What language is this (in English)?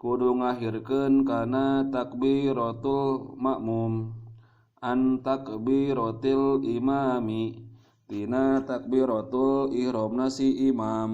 Sundanese